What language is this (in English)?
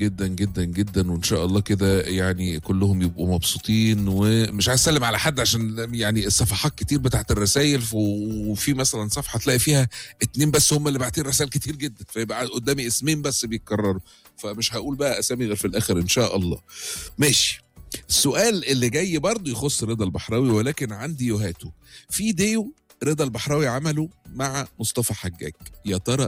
Egyptian Arabic